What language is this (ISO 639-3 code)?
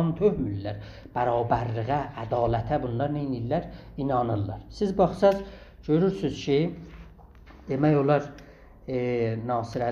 azb